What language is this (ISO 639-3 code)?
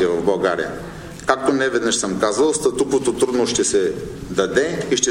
bul